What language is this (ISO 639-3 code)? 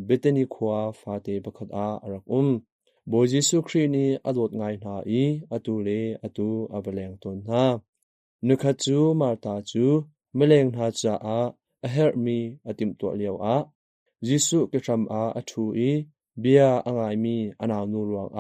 cnh